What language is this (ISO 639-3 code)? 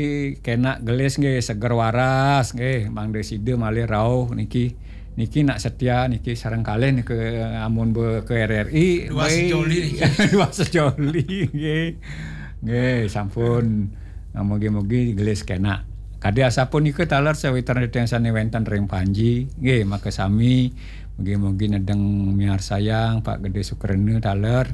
ban